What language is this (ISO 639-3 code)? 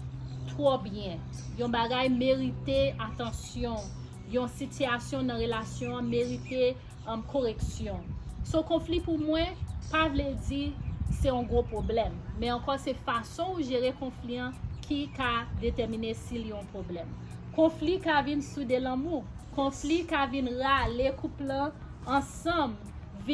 hat